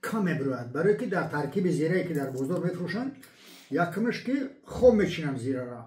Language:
Tajik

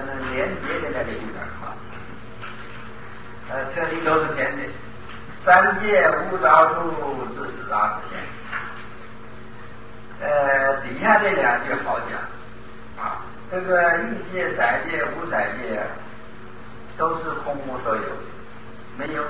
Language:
Chinese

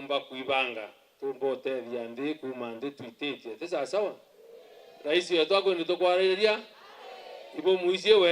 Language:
Meru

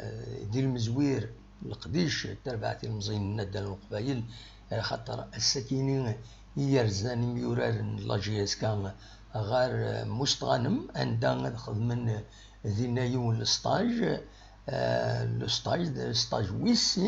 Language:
Kabyle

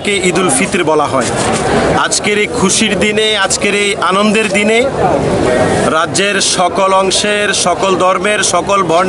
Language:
Bangla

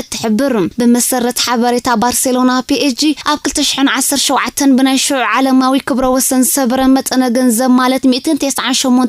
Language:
Tigrinya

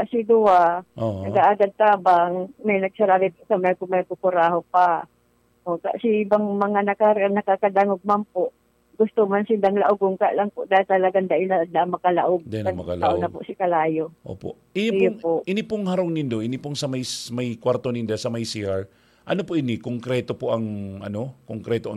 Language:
Bikol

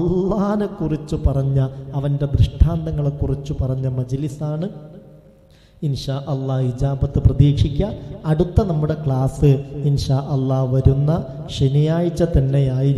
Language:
Malayalam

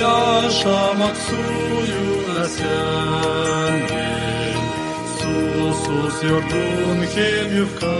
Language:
Gagauz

